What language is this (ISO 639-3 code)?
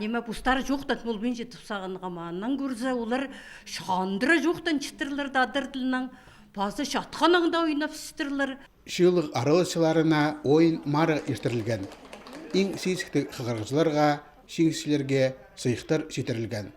kjh